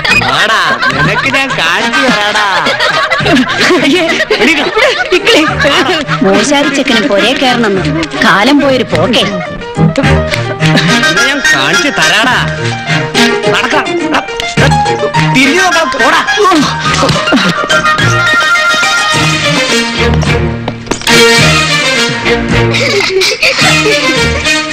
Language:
Malayalam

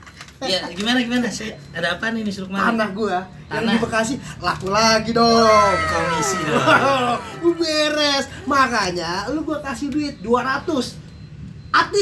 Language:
Betawi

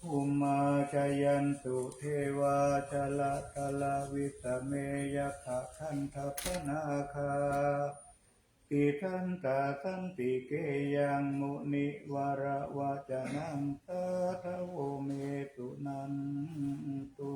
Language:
Pali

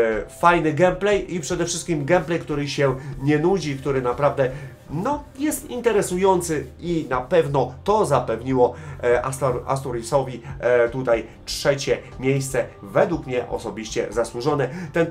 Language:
Polish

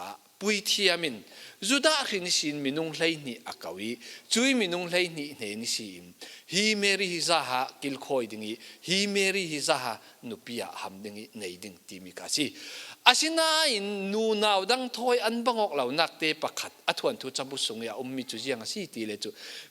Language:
Falam Chin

